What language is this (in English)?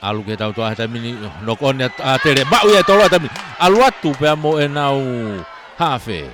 Tongan